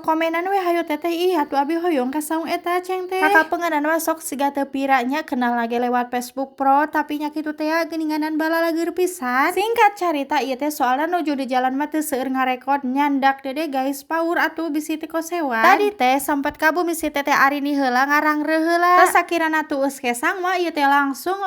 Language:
Sundanese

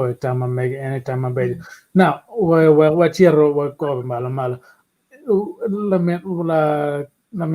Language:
Acoli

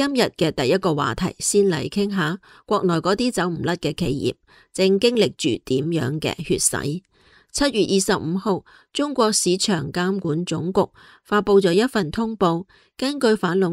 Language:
Cantonese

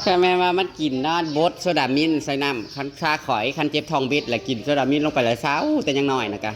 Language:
Northeastern Thai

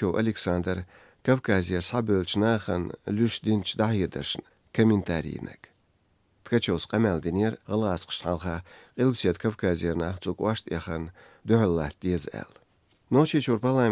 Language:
Chechen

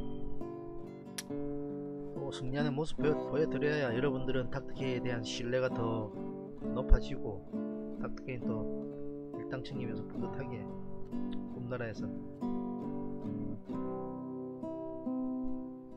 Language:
Korean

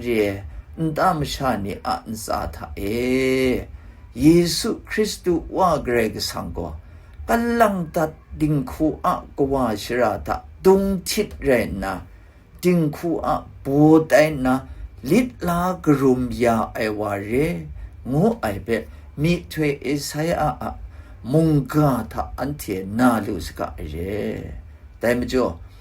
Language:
Kachin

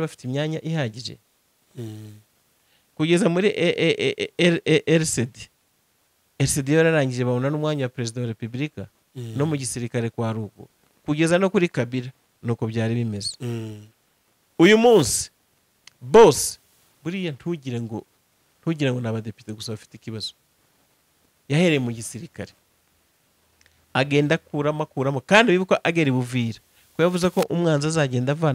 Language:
Kinyarwanda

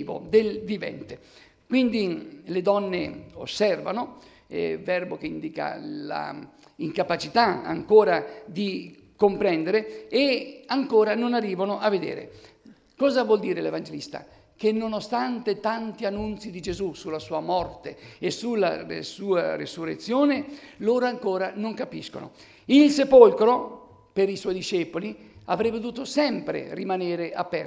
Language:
Italian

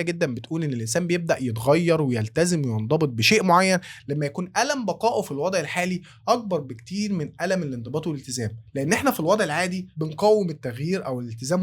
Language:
Egyptian Arabic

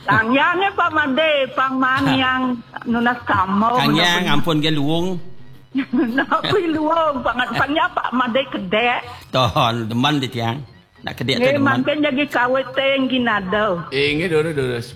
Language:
Balinese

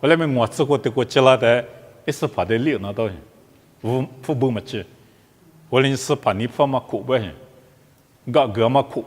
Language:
Lisu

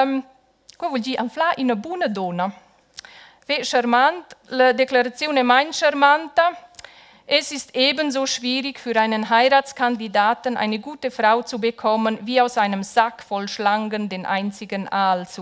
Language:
Romansh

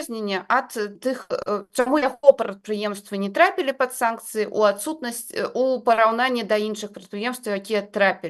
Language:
Belarusian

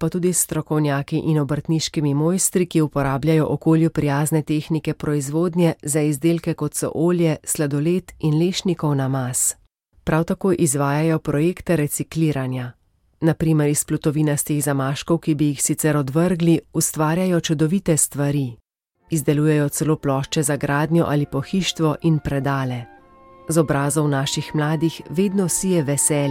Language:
Slovenian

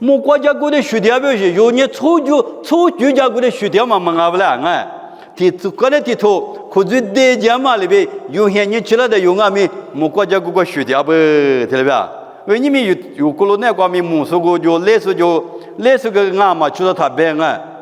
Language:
Lisu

